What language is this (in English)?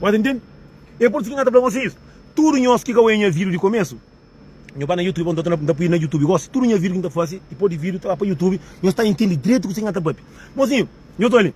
Kabuverdianu